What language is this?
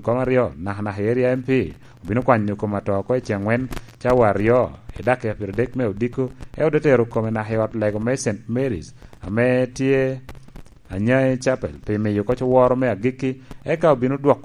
Lango (Uganda)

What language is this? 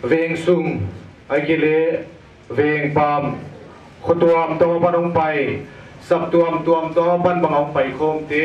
Paite Chin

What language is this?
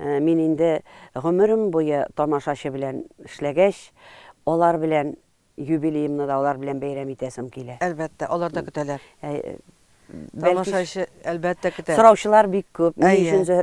Tatar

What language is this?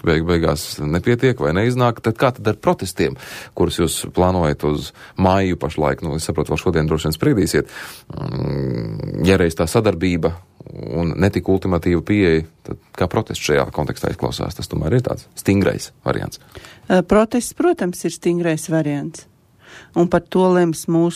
Latvian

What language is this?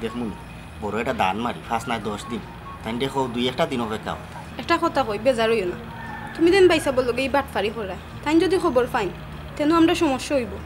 Sylheti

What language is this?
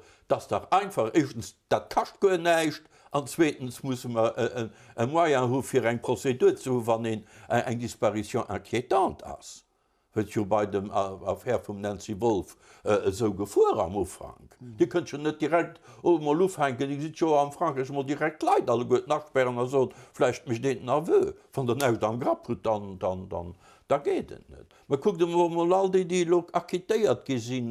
Luxembourgish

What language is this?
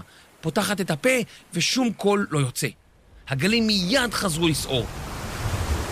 Hebrew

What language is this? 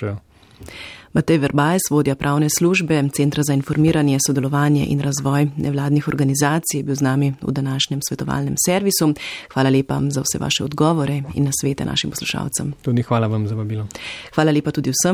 Slovenian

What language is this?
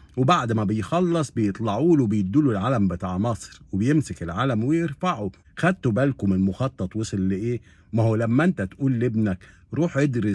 Egyptian Arabic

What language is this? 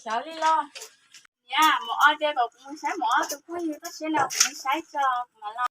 Hmong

